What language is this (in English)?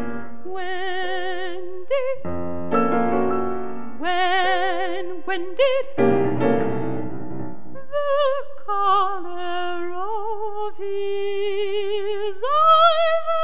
Bulgarian